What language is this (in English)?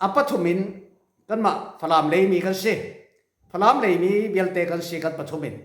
Falam Chin